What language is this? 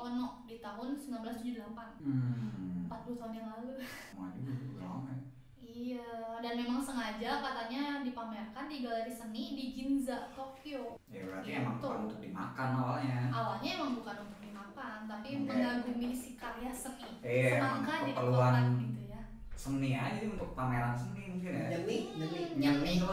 Indonesian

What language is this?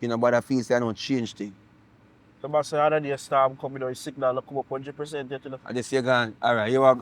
Jamaican Creole English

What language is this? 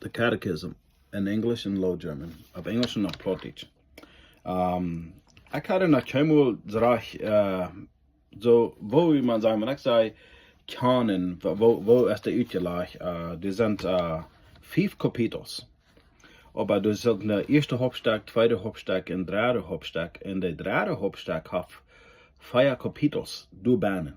Plautdietsch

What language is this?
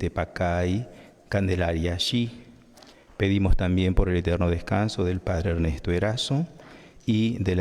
Kekchí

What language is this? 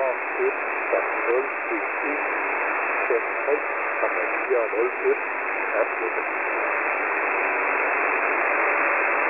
Danish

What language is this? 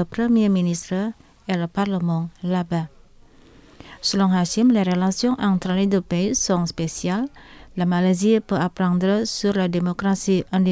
French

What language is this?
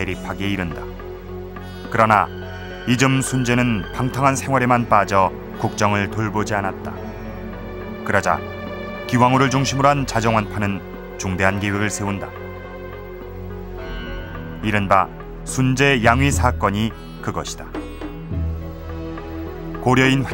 Korean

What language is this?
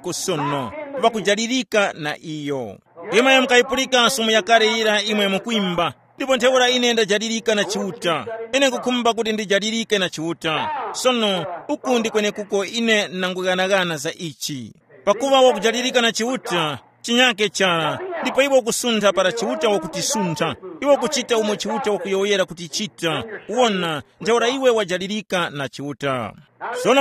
Tumbuka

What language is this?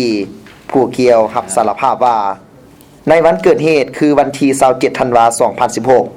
Lao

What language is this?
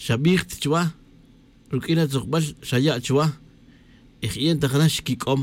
Tz'utujil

